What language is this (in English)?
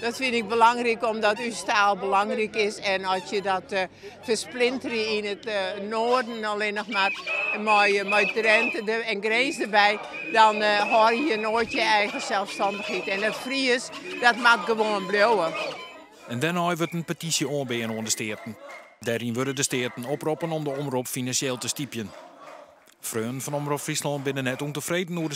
Western Frisian